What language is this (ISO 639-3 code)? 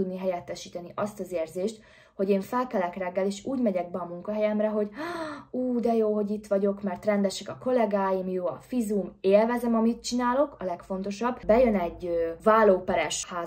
hun